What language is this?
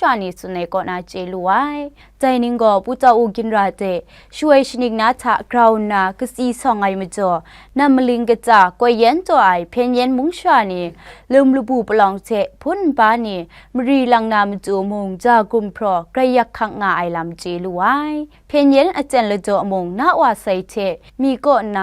Kachin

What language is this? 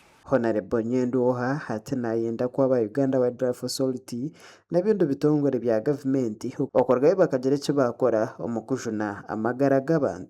Nyankole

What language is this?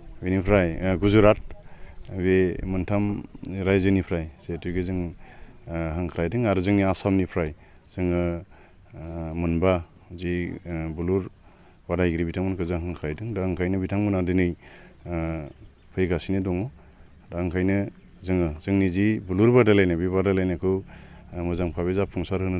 Bodo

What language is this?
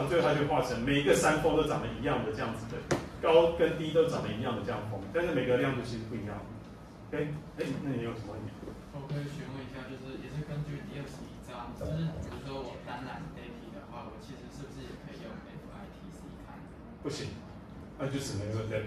Chinese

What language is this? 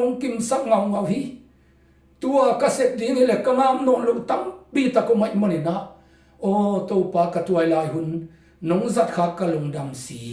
Tedim Chin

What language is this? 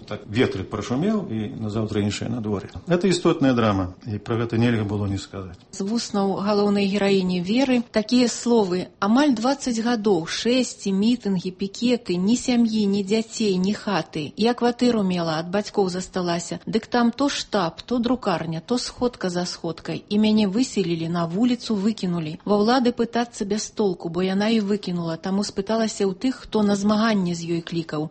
Belarusian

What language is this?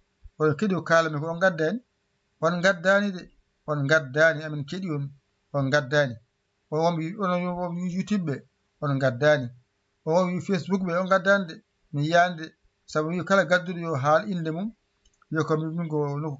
Fula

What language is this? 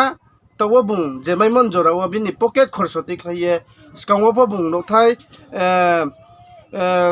Riang (India)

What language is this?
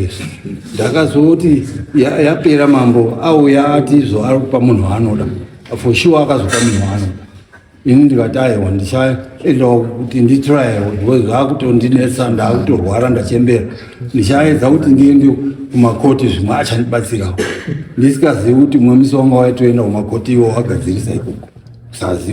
Shona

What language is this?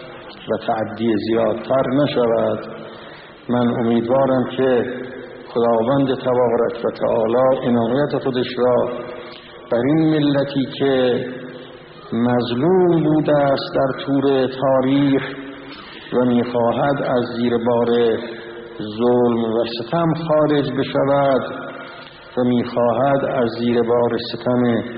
Persian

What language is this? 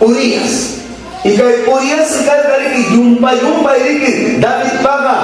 Ayacucho Quechua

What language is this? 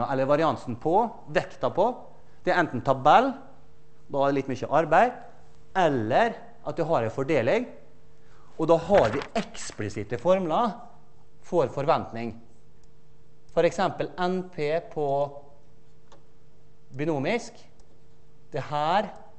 Norwegian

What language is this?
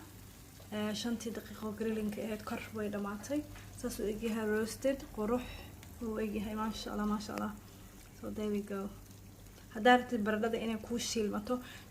Somali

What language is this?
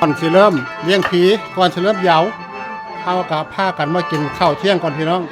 Northeastern Thai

